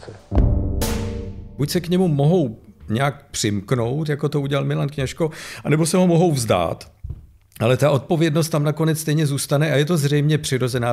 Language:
Czech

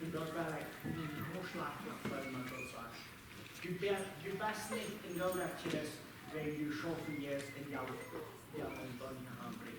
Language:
Plautdietsch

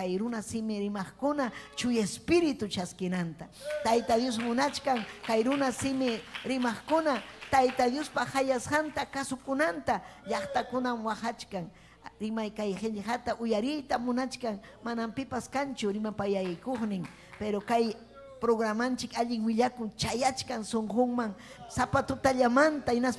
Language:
Ayacucho Quechua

